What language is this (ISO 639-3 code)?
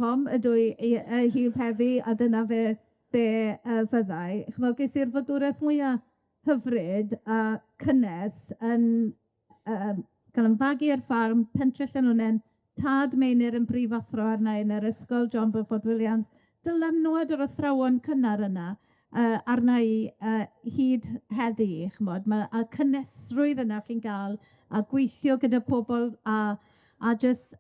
cym